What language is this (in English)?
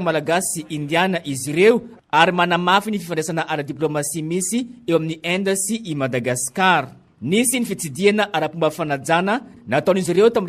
Malagasy